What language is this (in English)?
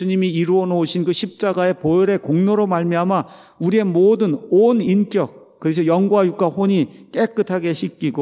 Korean